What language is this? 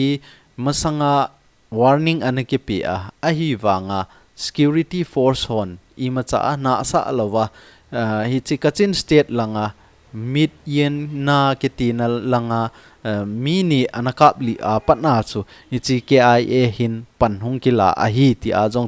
Thado Chin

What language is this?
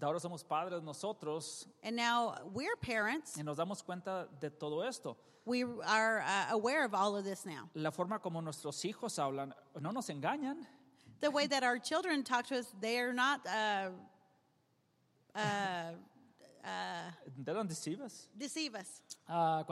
Spanish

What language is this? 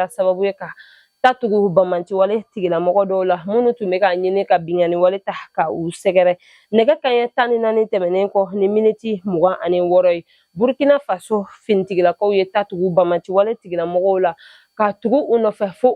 Bambara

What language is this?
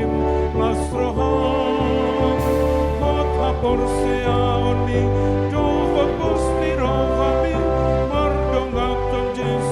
Batak Toba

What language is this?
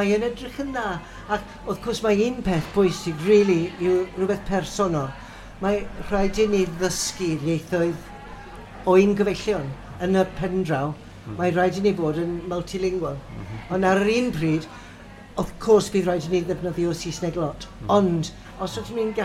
Welsh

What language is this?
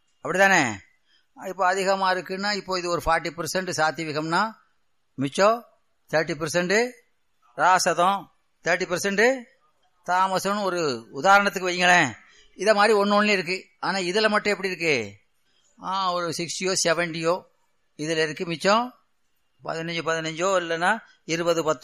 Tamil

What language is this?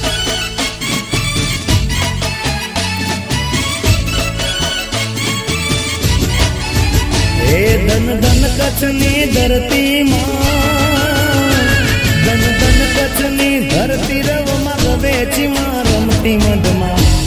Gujarati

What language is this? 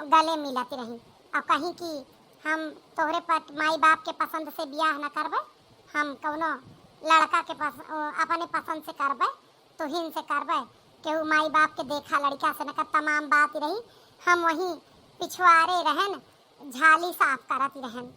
Awadhi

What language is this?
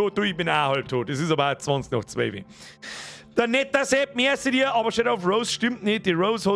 Bavarian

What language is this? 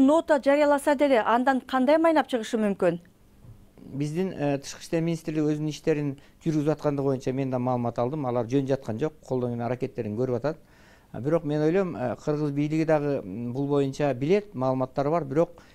Kyrgyz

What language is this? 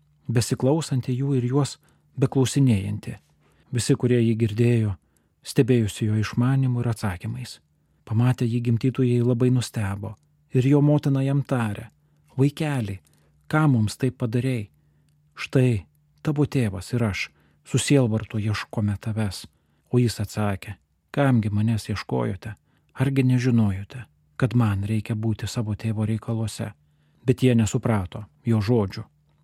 Lithuanian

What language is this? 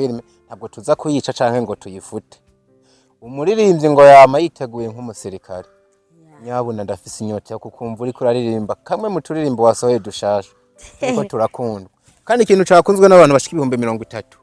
Rundi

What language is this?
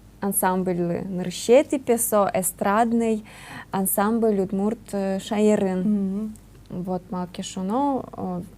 Udmurt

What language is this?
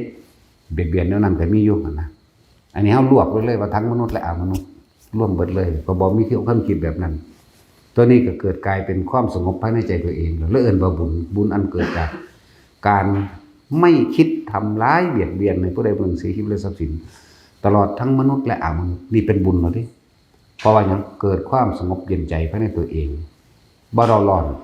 Northeastern Thai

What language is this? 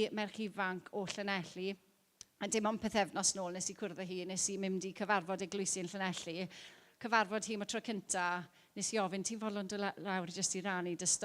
Welsh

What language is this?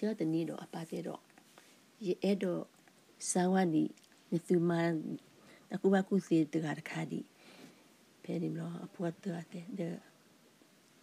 S'gaw Karen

